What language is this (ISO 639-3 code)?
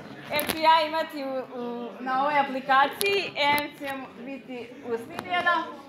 srp